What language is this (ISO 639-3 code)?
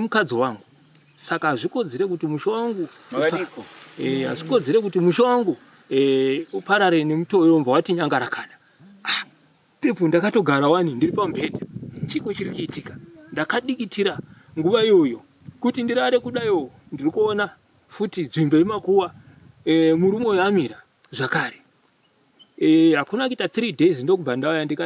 sna